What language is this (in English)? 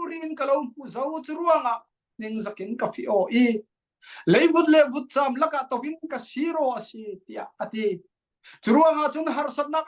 Falam Chin